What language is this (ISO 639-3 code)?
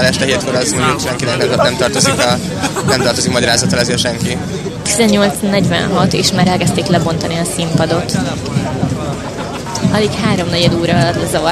hun